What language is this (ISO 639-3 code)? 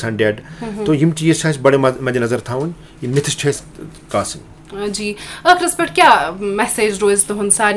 kas